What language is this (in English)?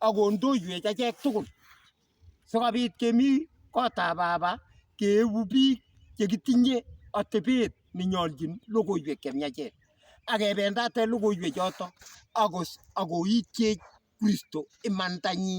Kalenjin